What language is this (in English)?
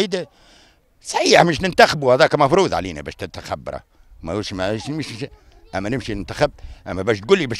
Tunisian Arabic